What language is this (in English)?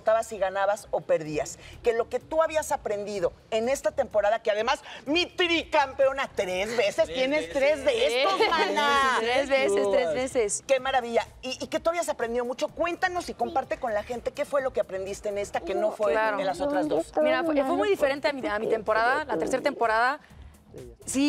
Spanish